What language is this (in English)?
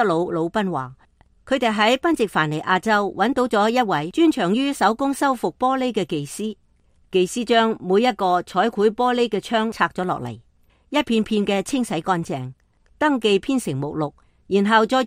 Cantonese